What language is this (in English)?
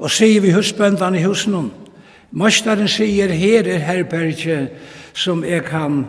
Faroese